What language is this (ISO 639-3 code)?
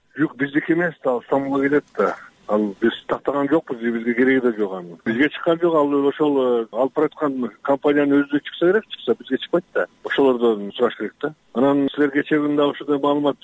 kir